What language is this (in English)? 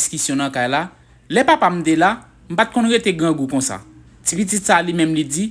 Haitian Creole